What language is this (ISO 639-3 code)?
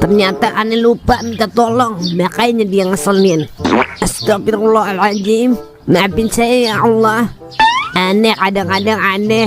bew